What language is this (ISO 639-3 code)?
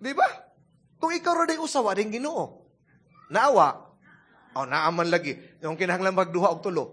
ceb